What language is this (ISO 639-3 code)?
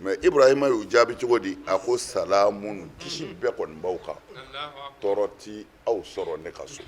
bam